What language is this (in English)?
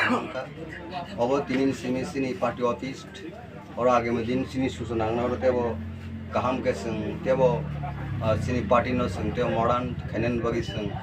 Kok Borok